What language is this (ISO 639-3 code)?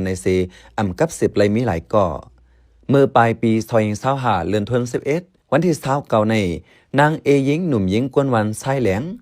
shn